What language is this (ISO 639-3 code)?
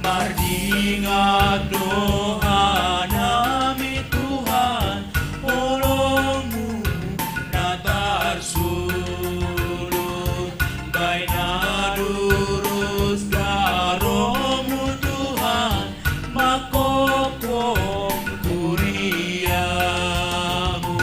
bts